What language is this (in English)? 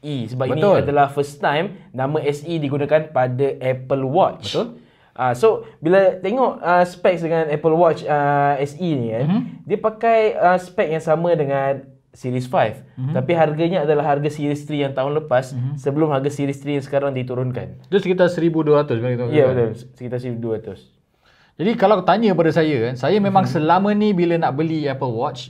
Malay